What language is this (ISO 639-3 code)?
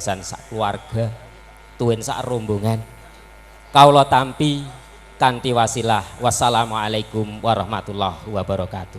jav